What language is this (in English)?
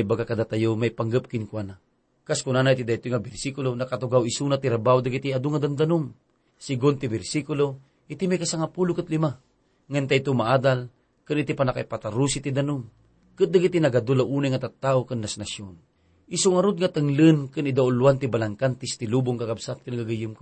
Iloko